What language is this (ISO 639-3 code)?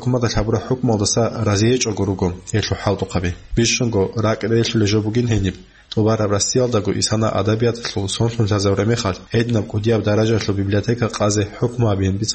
ava